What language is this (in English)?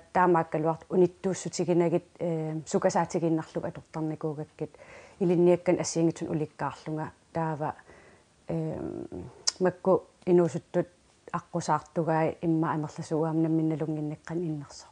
Kalaallisut